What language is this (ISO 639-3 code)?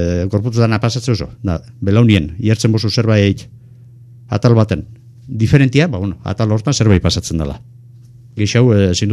eus